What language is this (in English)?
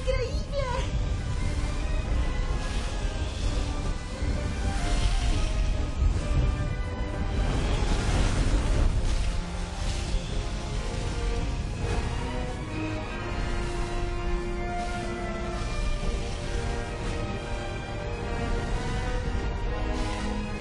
Spanish